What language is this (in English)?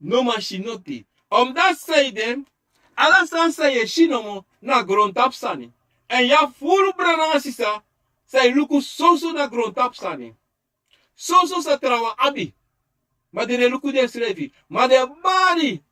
Sranan Tongo